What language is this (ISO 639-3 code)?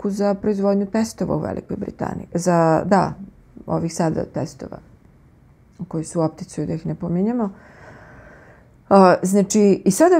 srp